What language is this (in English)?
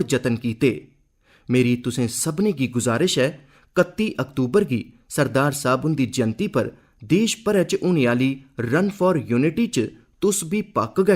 Dogri